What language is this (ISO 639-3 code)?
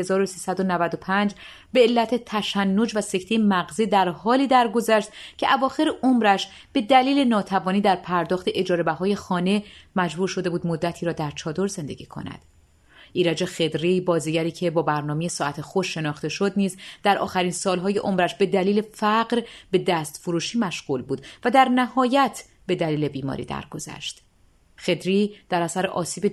fas